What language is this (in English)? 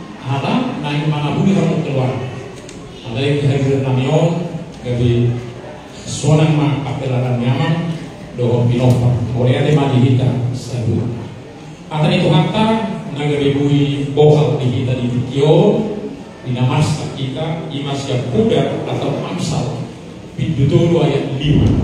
Batak Toba